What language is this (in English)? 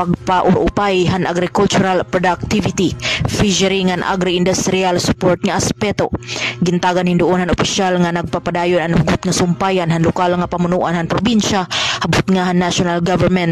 Waray